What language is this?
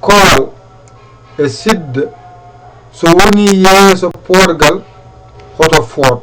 Fula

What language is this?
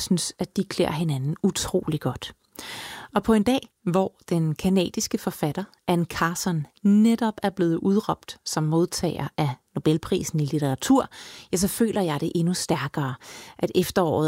Danish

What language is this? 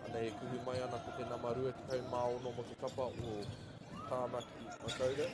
Māori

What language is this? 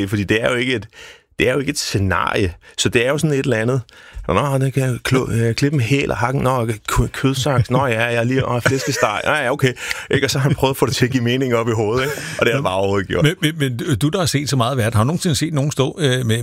Danish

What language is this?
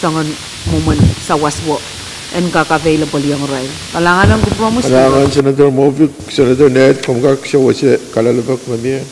Pohnpeian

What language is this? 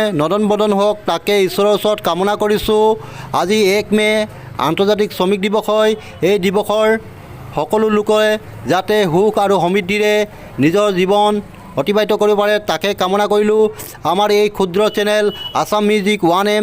Assamese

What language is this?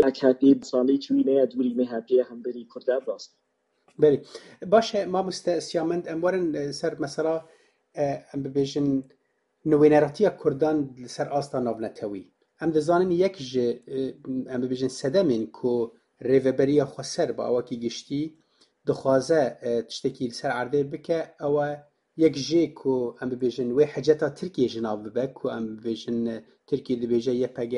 Kurdish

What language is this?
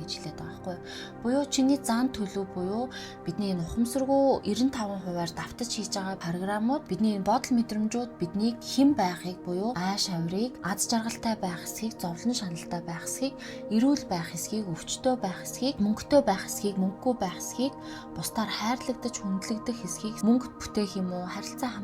Mongolian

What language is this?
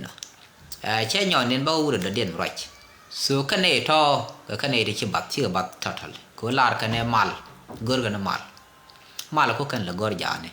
Nuer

